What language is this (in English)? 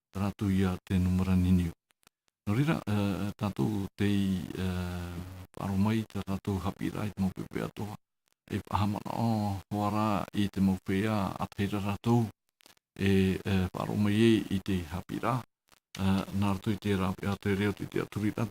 Tahitian